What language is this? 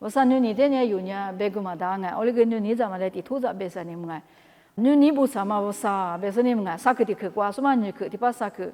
Lisu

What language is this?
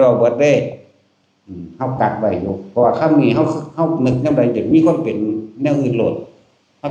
Northeastern Thai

